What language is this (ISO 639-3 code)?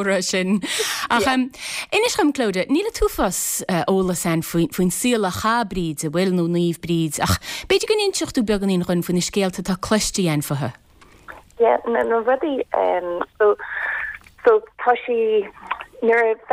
gle